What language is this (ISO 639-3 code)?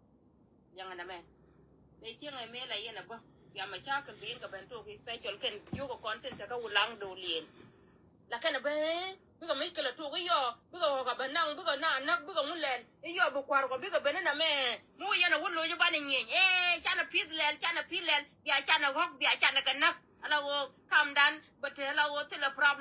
nus